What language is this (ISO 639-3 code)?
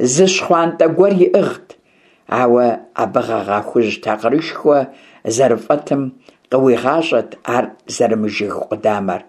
kbd